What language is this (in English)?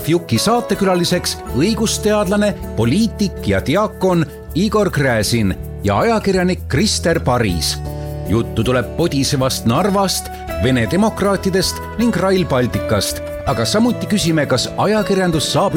Estonian